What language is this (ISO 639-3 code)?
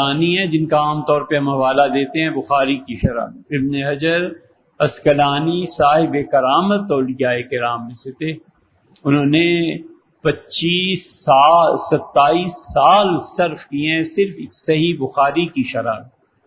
urd